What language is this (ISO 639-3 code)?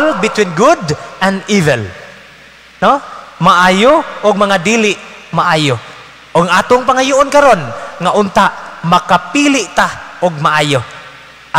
ceb